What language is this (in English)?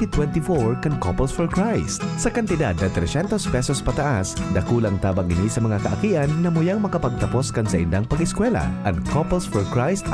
Bikol